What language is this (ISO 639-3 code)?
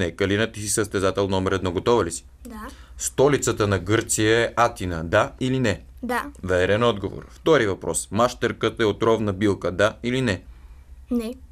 bul